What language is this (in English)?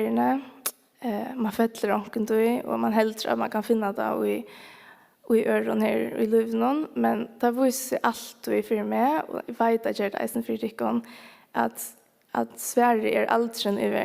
Faroese